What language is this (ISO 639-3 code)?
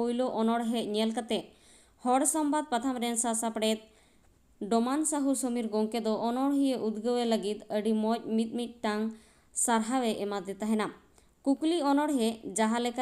sat